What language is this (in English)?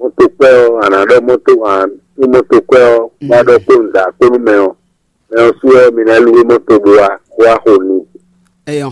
Fon